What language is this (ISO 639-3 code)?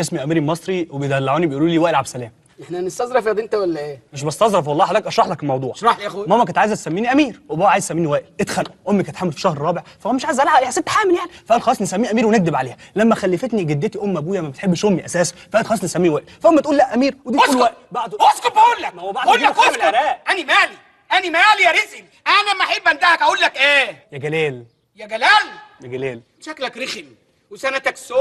arz